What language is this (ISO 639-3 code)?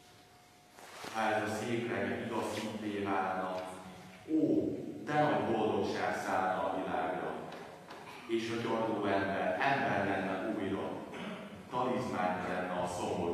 hun